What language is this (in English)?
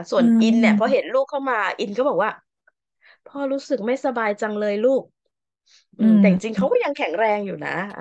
Thai